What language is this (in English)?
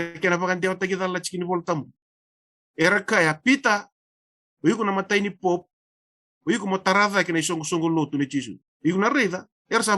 Fijian